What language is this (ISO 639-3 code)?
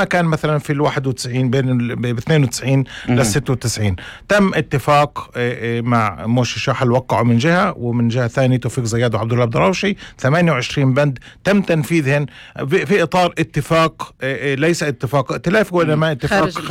apc